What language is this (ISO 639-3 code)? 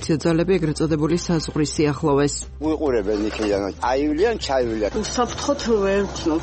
kat